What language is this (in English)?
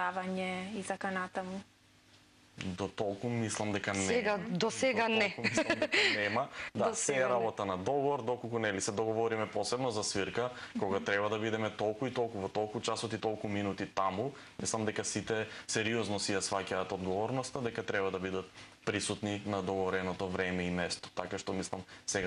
Macedonian